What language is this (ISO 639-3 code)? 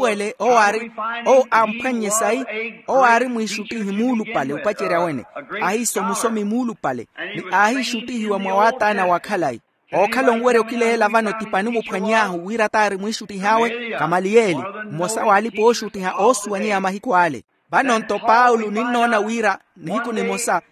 vmw